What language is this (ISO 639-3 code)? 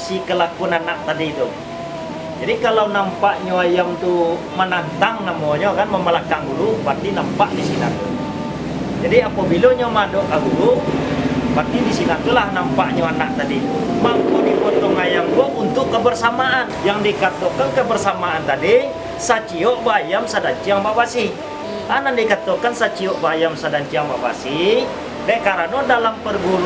min